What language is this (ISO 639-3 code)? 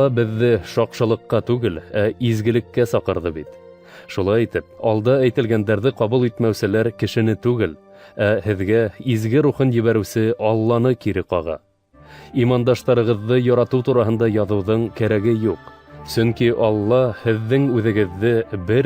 bak